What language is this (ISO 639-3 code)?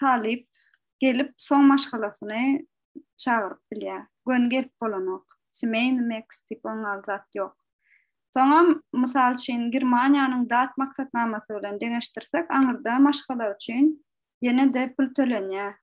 tuk